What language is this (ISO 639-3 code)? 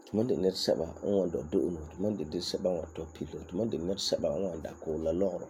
gur